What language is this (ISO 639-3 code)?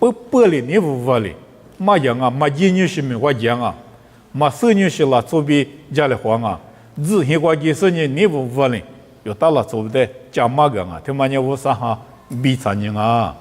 lis